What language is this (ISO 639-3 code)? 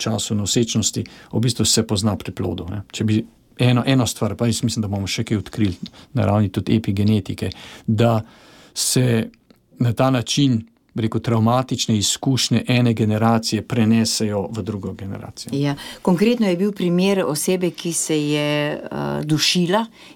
slv